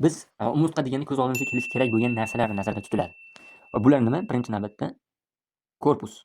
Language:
Uzbek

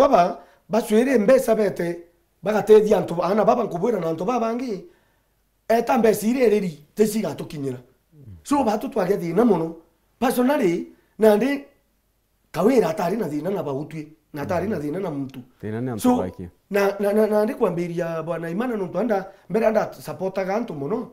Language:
Meru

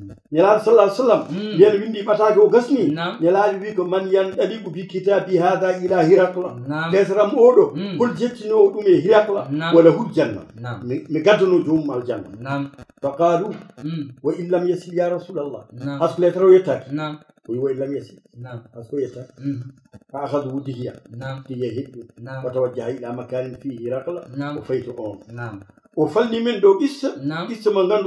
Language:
Fula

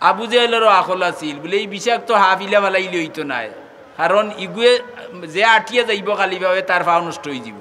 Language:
Sylheti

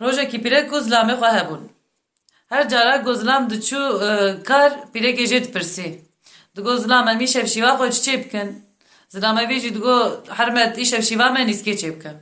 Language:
Kurdish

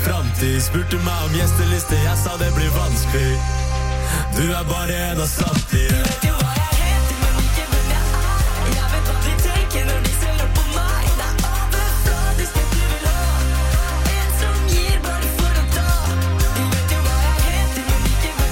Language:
Norwegian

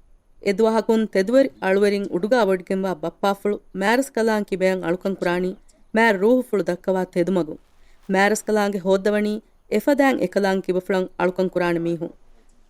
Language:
Divehi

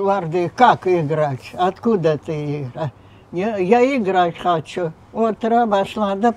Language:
Crimean Tatar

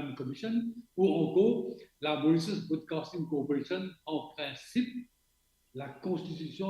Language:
Morisyen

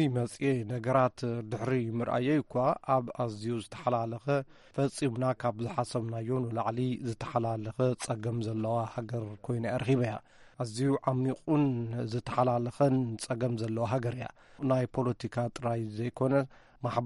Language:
Tigrinya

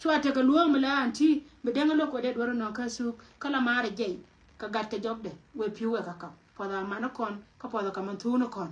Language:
Nuer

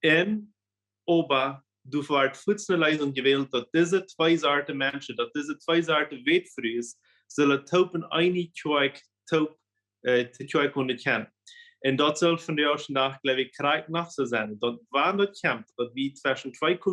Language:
Plautdietsch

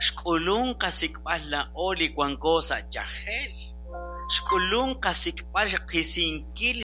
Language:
Kekchí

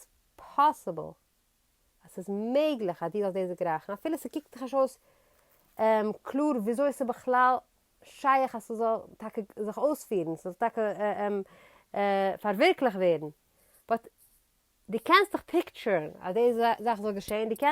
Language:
Yiddish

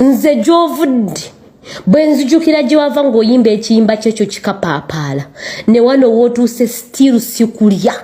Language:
Ganda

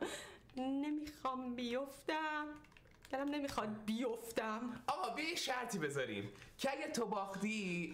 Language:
Persian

